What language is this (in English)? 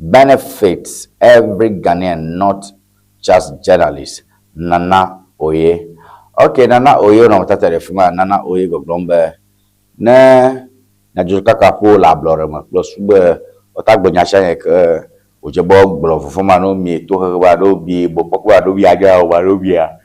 Ewe